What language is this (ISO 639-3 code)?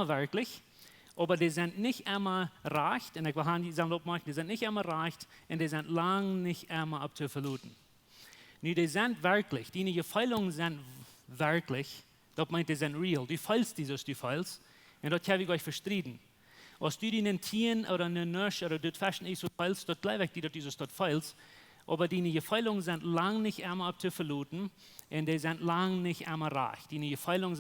pdt